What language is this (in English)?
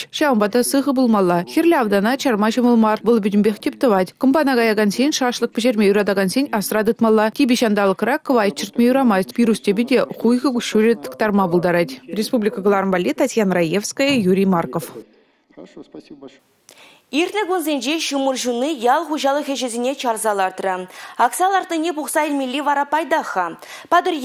Chuvash